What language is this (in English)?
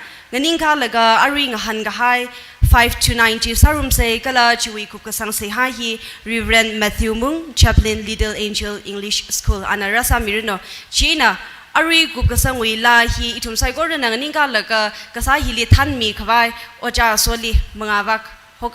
Tangkhul Naga (India)